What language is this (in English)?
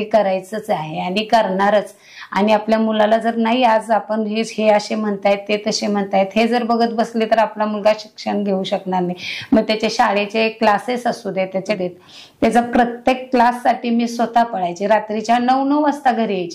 Marathi